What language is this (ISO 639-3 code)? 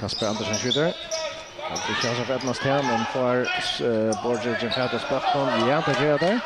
fao